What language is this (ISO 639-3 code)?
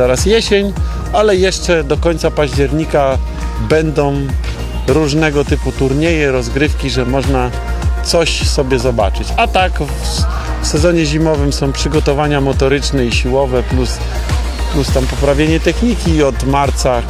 pol